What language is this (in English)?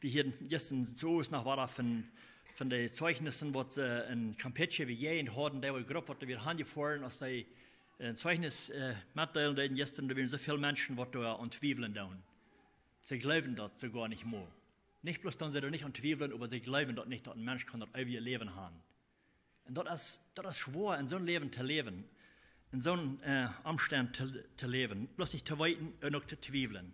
Plautdietsch